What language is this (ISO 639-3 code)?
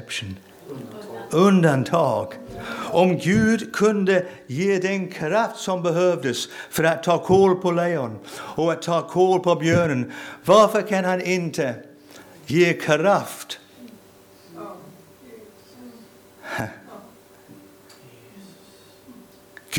swe